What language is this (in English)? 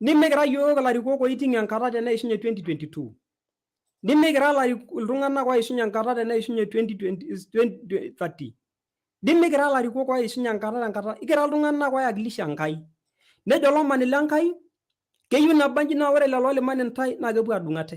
Masai